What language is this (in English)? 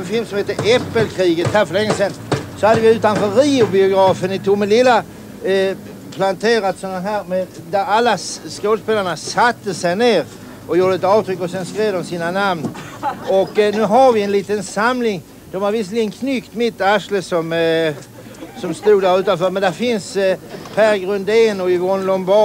Swedish